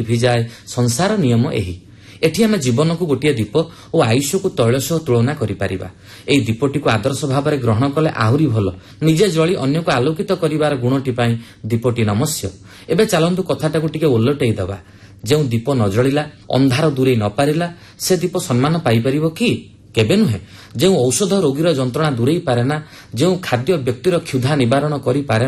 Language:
Odia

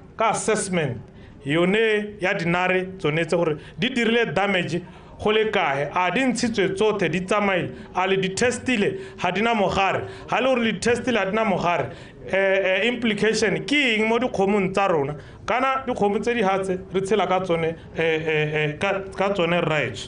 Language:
Tswana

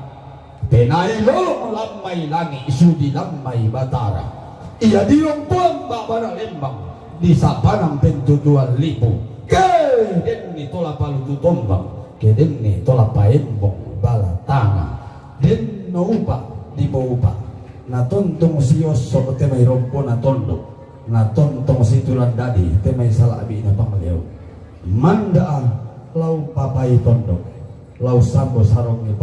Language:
Toraja-Sa'dan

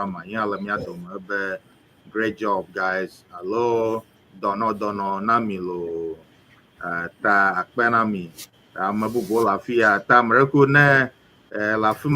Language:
Ewe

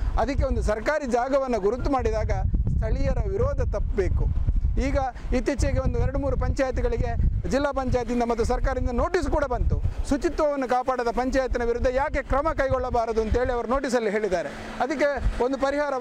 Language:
Kannada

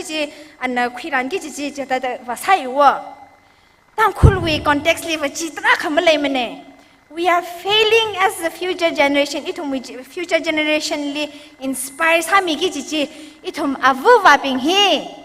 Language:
Tangkhul Naga (India)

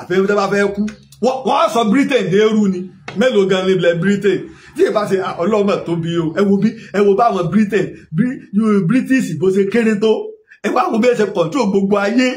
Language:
Yoruba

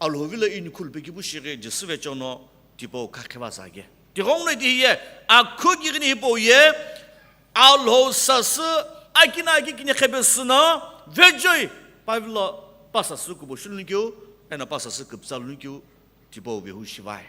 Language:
Sumi Naga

